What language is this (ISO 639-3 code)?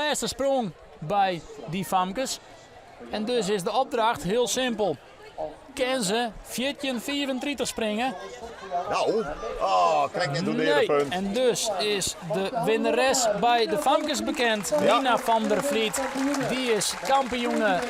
fry